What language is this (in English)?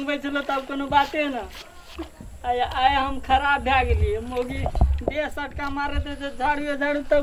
Maithili